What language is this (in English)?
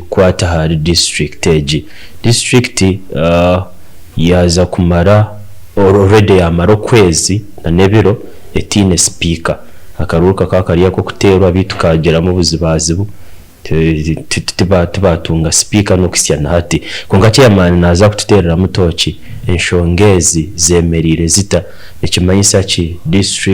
Nyankole